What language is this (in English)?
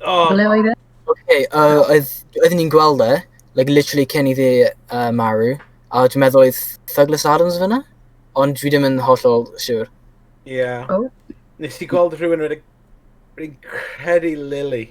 Welsh